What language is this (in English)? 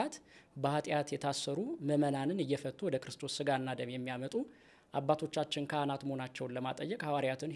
Amharic